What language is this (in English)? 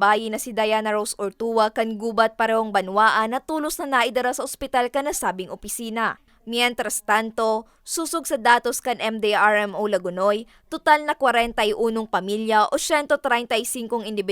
Bikol